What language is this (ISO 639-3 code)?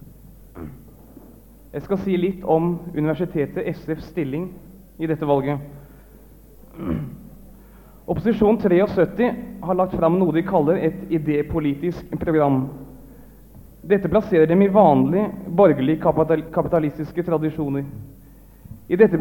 nor